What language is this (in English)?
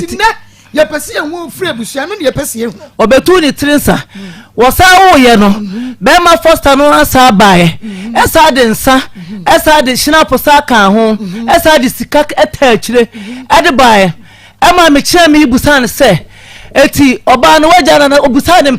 Akan